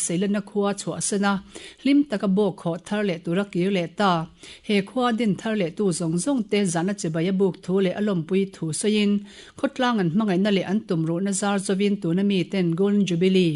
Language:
Mizo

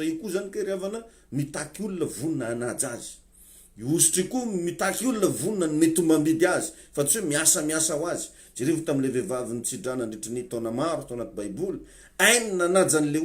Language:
Malagasy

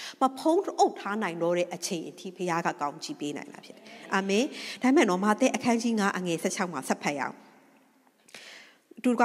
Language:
Burmese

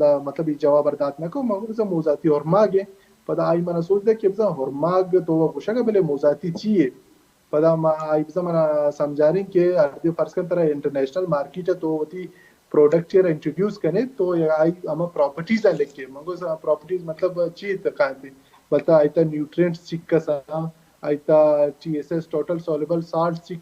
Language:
Baluchi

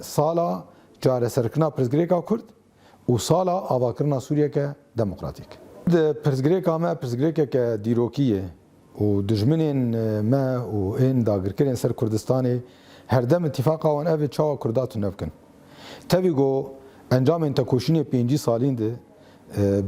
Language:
Kurdish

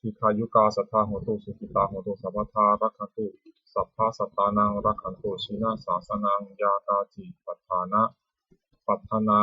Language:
Pali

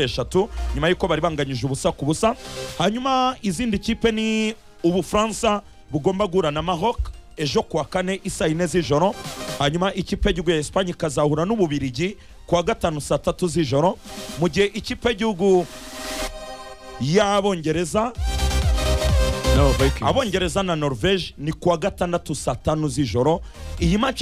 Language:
Kinyarwanda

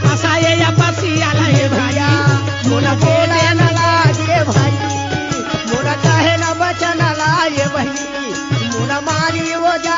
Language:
Chhattisgarhi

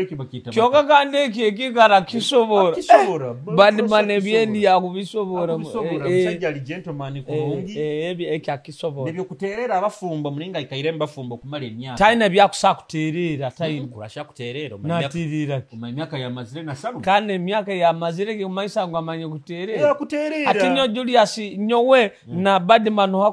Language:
Nyoro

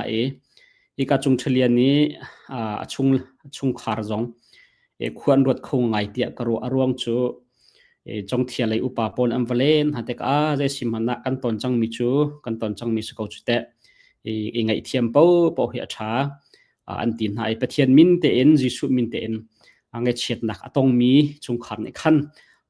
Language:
Hakha Chin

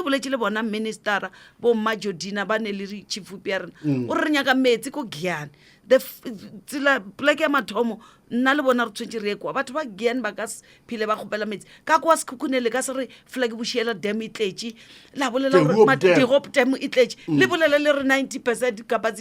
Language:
Northern Sotho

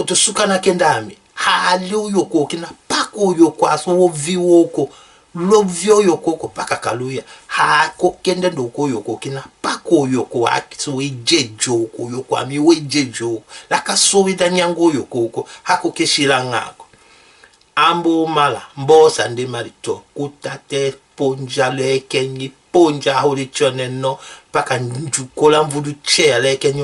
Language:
Tetela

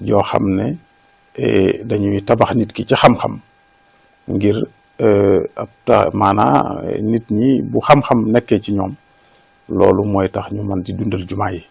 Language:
Wolof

